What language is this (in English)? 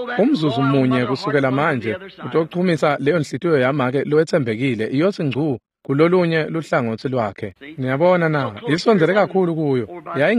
Swati